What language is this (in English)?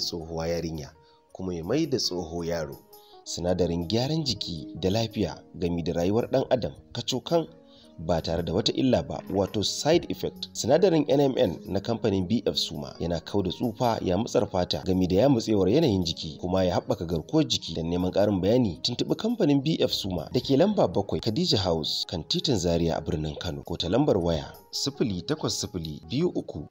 Hausa